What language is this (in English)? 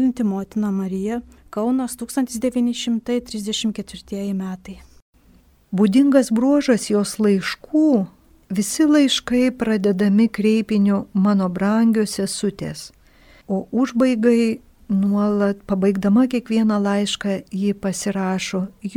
Lithuanian